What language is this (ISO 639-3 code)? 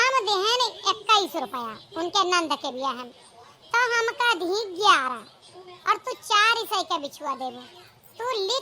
awa